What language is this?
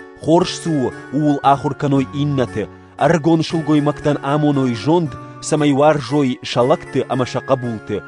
Ossetic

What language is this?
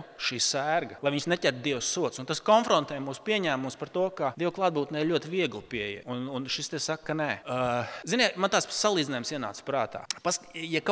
Latvian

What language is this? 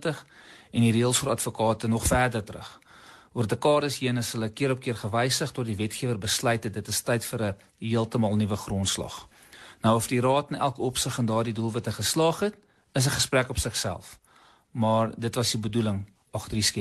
Afrikaans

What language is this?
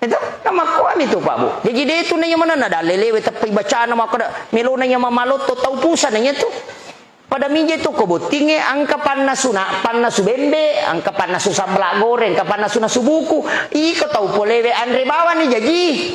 Buginese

